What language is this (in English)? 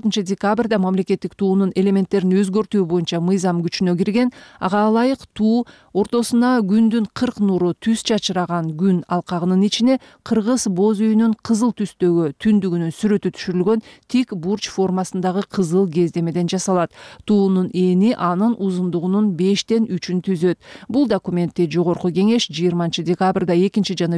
Kyrgyz